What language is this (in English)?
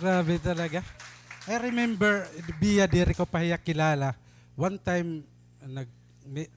Waray